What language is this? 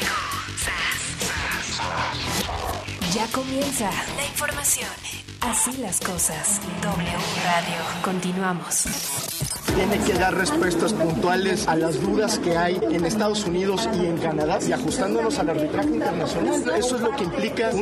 Spanish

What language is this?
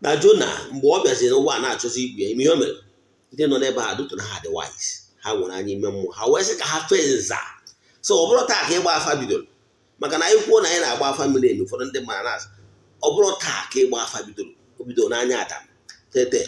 Igbo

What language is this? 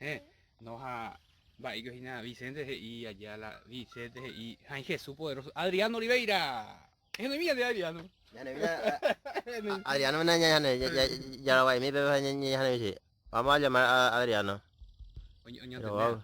Guarani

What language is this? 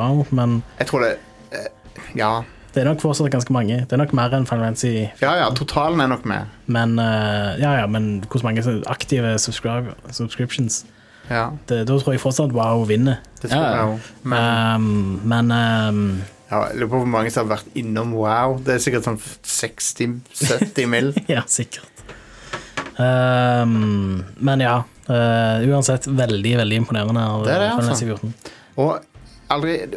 Norwegian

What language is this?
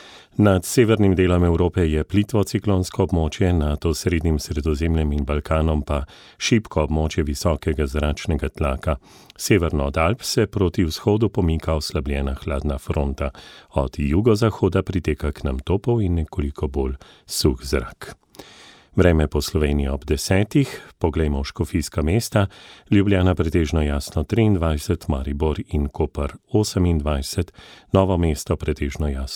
Slovenian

